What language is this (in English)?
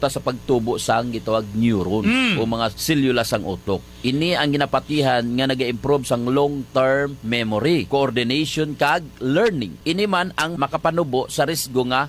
Hiligaynon